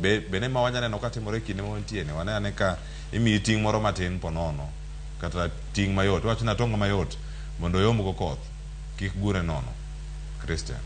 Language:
Luo (Kenya and Tanzania)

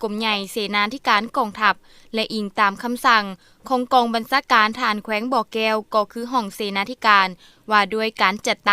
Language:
Lao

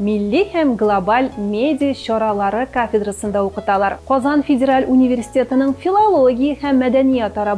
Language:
Tatar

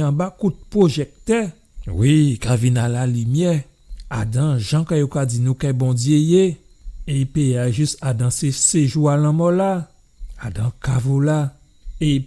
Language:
Guadeloupean Creole French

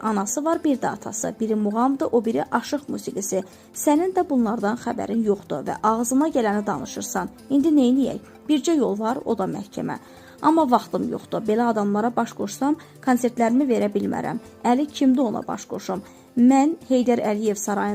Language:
Azerbaijani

